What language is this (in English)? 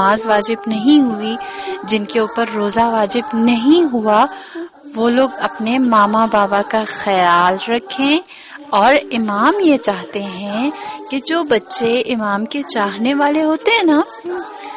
Urdu